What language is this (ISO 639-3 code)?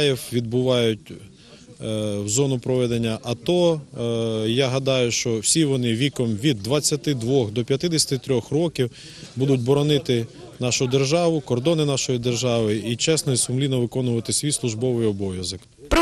ukr